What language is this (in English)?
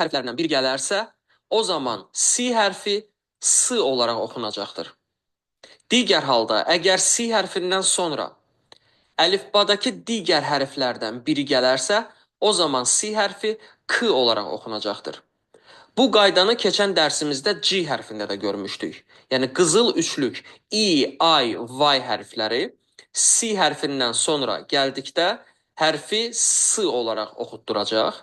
Azerbaijani